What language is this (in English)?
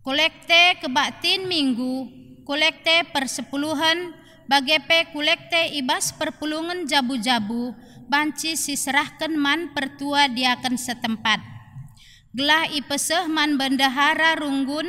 Batak Karo